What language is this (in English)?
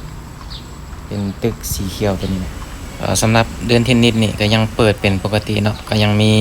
Lao